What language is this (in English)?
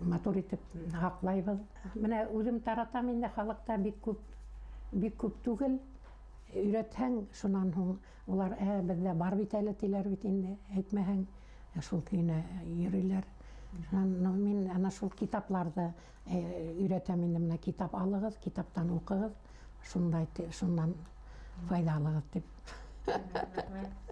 Bashkir